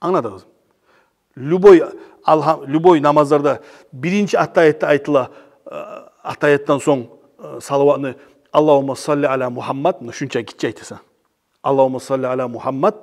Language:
Kumyk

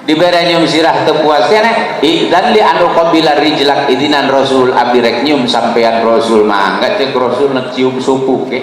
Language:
Sundanese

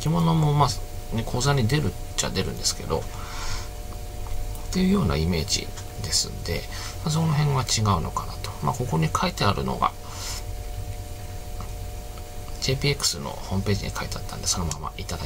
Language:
Japanese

